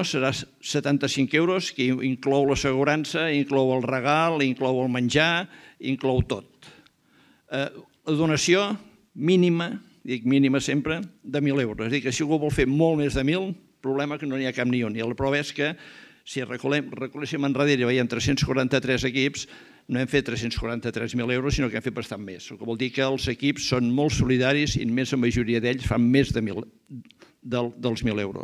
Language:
Catalan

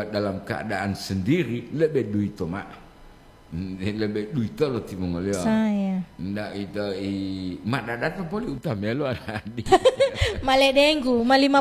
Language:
Gorontalo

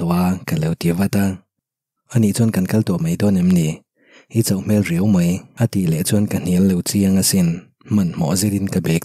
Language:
Mizo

